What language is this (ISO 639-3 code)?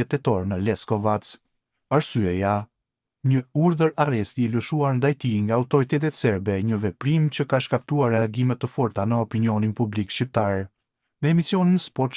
sqi